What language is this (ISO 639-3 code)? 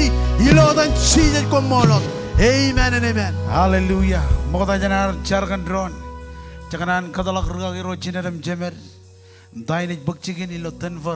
mah